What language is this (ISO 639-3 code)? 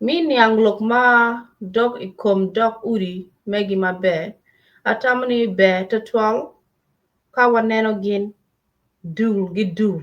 ach